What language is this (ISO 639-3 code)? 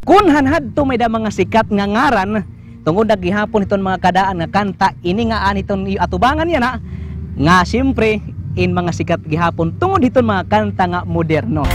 war